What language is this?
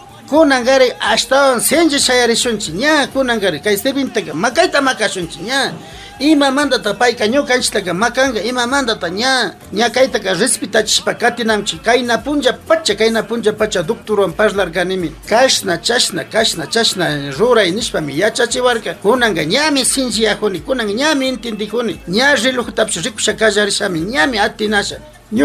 Imbabura Highland Quichua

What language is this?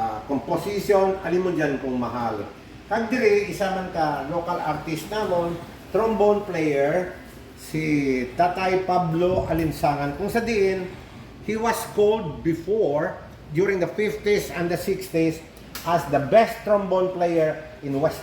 Hiligaynon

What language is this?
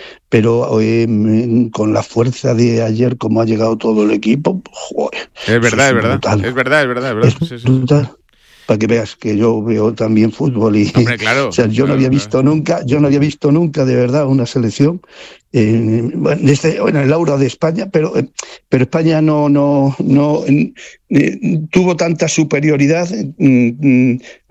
Spanish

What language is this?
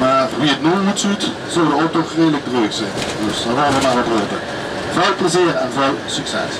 Limburgish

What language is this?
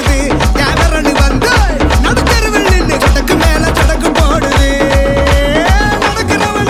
Tamil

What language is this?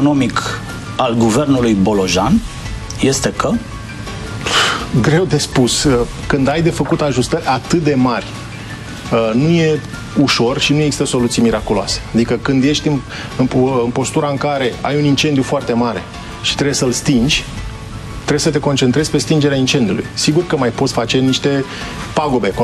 Romanian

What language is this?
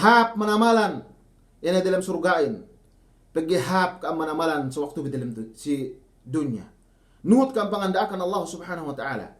Yakan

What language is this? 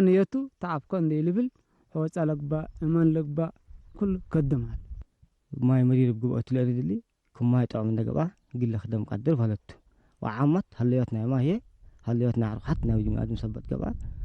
Tigre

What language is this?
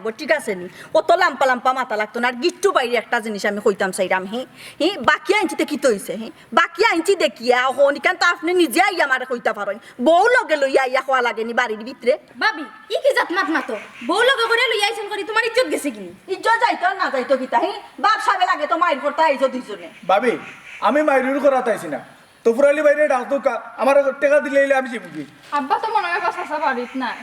Sylheti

